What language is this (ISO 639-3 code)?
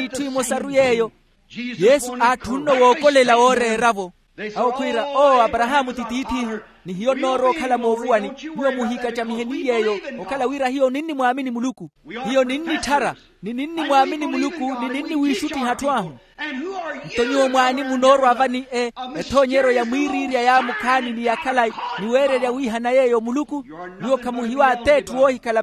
vmw